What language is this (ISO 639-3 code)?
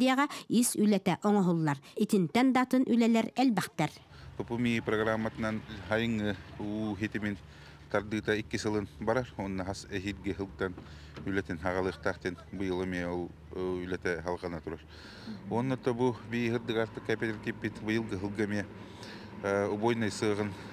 sah